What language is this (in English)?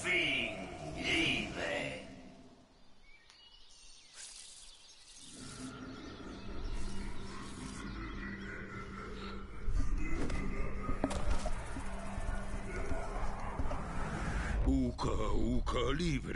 Spanish